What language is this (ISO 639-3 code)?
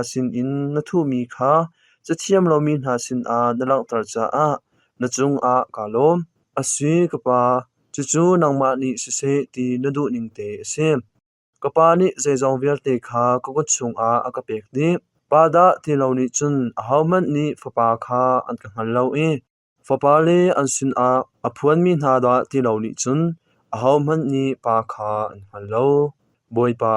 cnh